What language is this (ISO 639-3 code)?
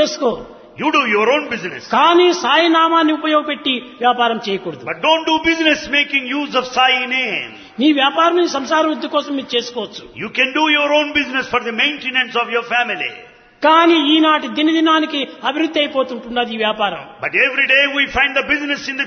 tel